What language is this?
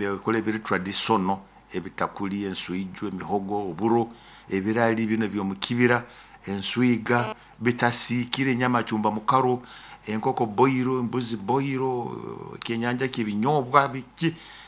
Nyoro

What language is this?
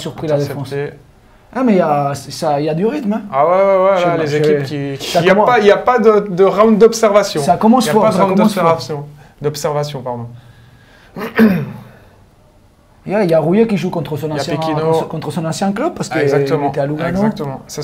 French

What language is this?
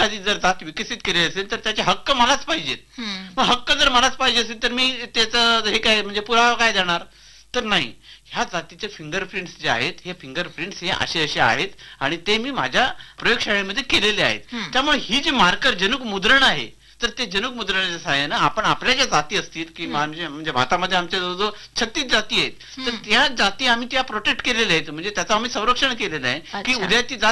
Marathi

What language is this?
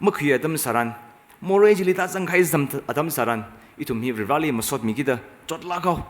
Tangkhul Naga (India)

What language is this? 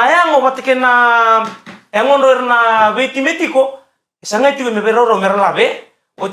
Fijian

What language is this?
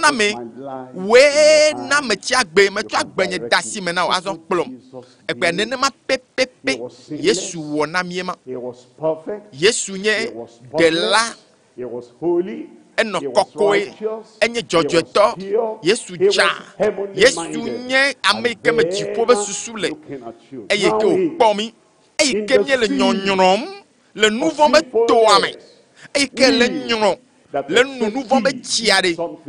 Ewe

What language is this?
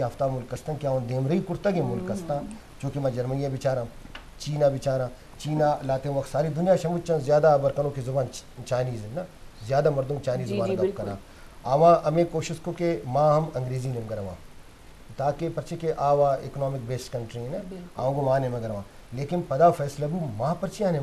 Eastern Balochi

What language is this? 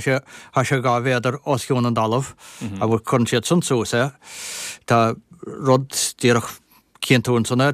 Irish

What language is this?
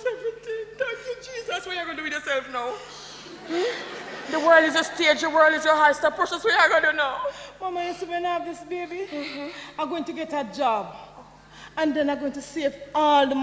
Jamaican Creole English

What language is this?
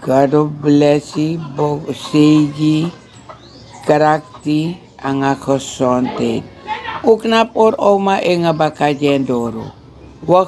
Sranan Tongo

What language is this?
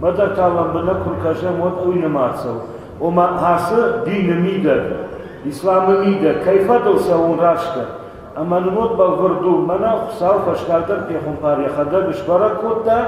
Ossetic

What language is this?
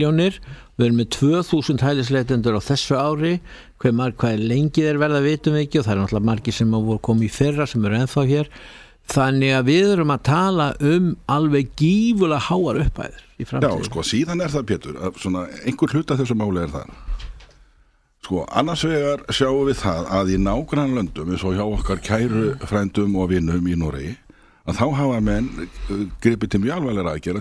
Icelandic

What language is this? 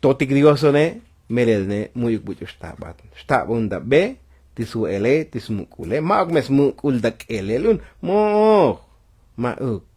Tzotzil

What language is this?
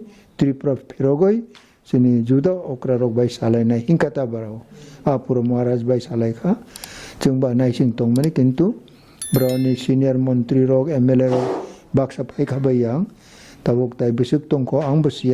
Kok Borok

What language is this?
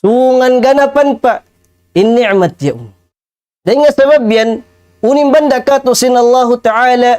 Tausug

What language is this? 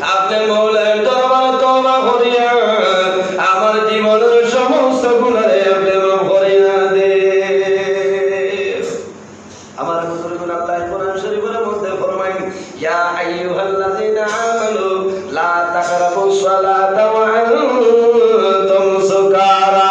Sylheti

